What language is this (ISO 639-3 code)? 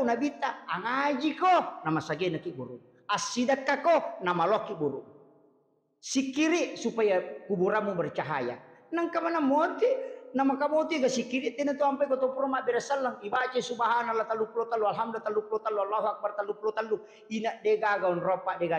bug